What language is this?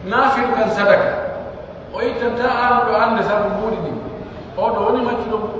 Pular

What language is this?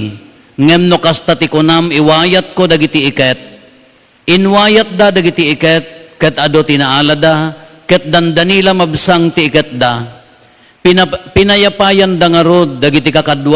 Iloko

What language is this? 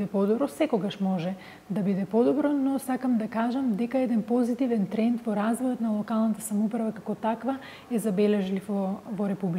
Macedonian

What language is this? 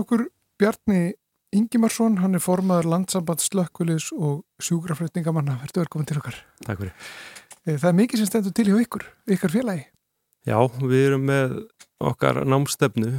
Icelandic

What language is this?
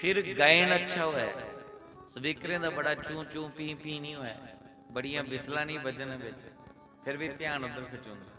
Dogri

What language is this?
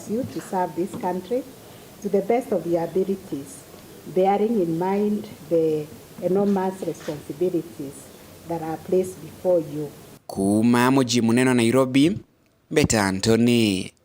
Meru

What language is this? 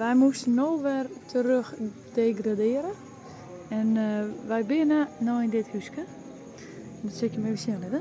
Western Frisian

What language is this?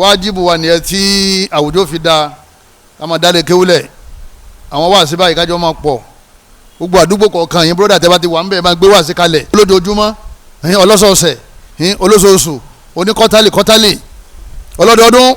Yoruba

